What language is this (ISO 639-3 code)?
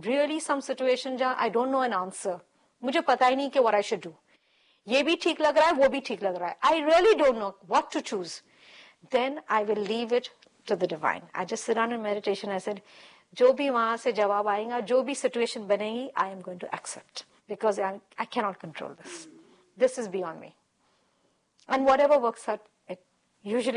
hin